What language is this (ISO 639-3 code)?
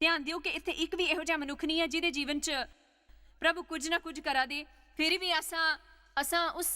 doi